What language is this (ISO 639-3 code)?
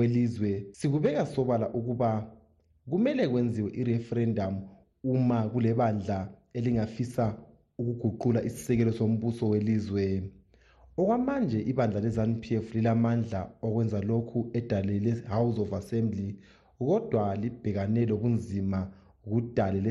nde